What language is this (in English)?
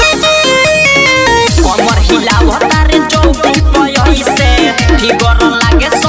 Bhojpuri